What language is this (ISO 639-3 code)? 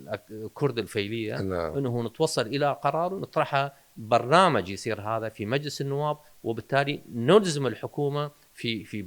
acm